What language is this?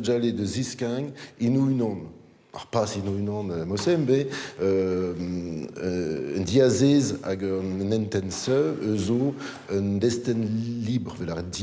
Breton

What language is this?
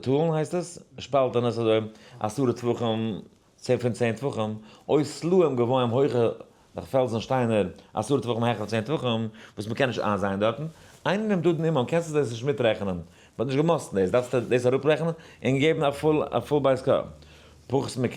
Yiddish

